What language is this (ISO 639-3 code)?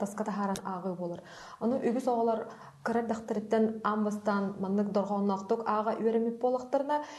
sah